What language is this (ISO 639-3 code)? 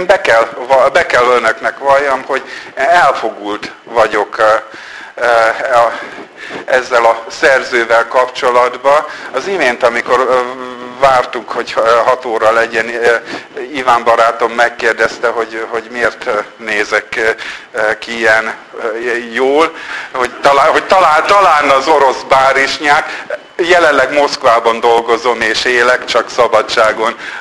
hun